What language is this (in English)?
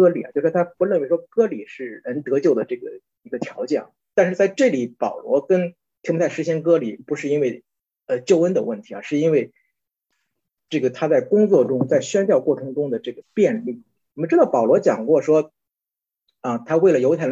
Chinese